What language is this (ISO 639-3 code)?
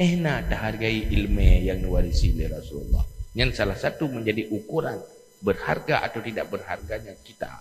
ace